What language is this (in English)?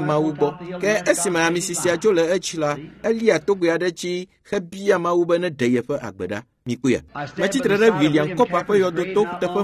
Ewe